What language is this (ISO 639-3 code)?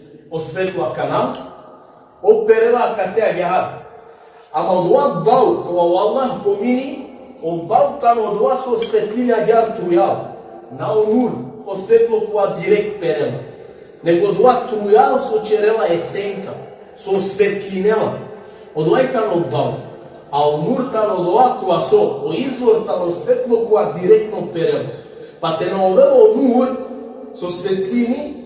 rmn